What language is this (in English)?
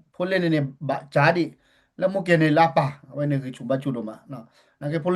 S'gaw Karen